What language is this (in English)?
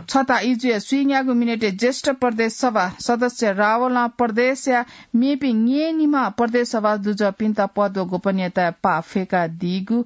Newari